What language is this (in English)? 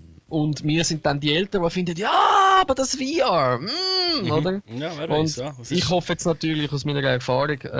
Swiss German